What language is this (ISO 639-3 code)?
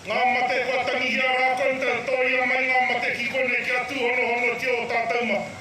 mri